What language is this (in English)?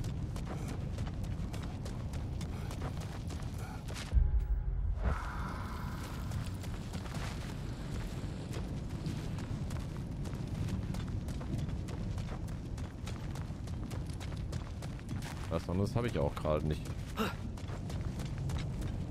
German